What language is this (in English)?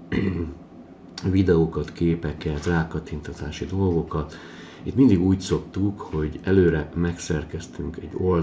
Hungarian